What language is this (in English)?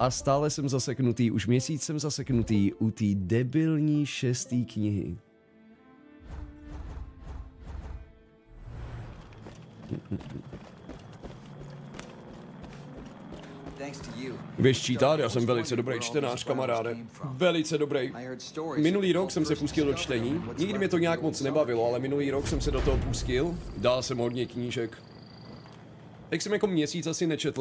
Czech